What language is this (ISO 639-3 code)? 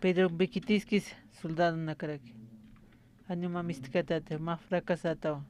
aym